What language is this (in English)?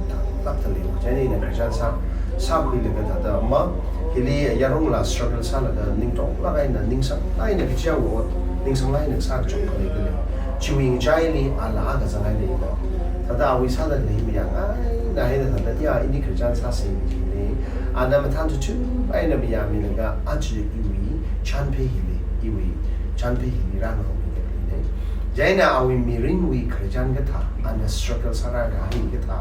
Tangkhul Naga (India)